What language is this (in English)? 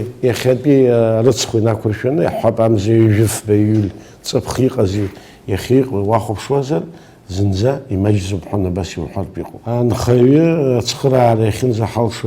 Abkhazian